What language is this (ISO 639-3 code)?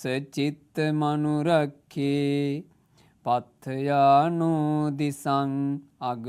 sin